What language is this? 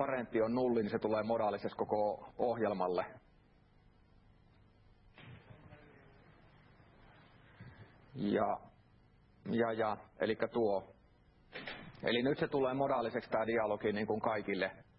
Finnish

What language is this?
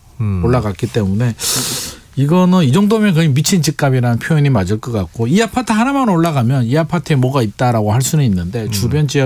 Korean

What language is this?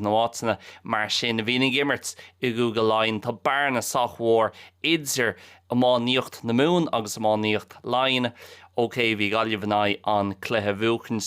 Irish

